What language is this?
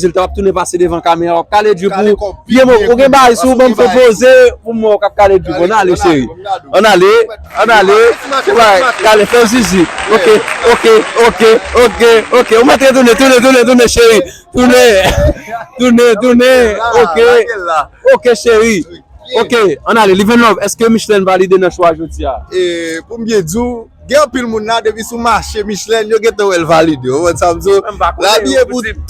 Haitian Creole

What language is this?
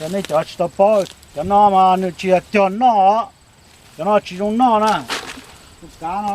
Hmong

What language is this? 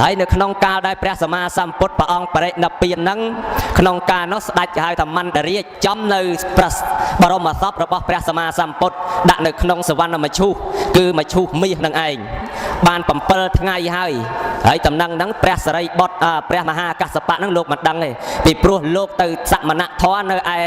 Khmer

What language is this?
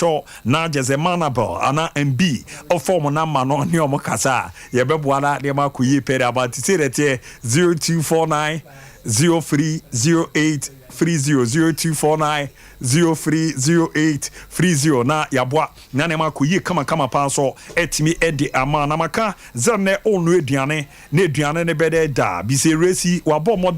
Akan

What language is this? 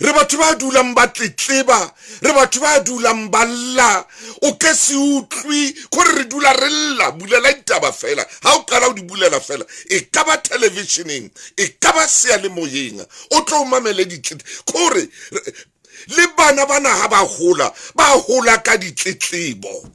Southern Sotho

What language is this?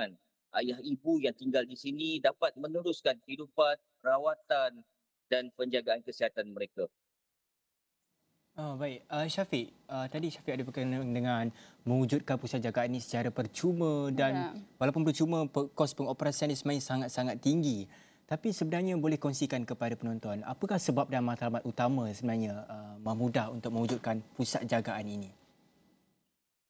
Malay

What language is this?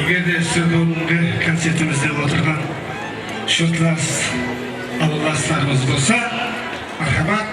Kara-Kalpak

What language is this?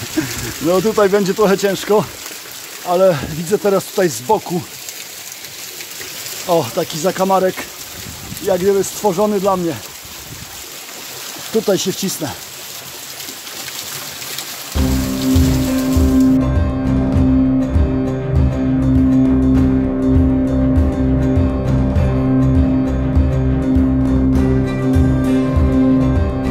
Polish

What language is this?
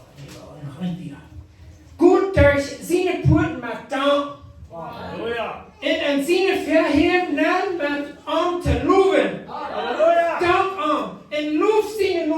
Plautdietsch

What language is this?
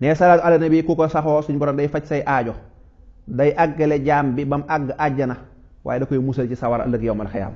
Wolof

